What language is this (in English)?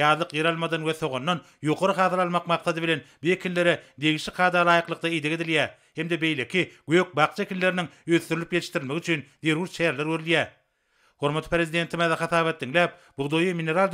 Turkmen